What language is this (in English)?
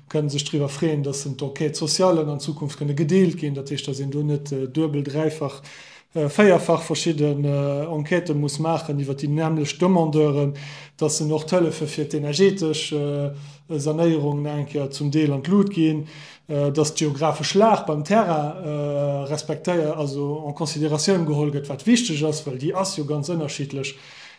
Luxembourgish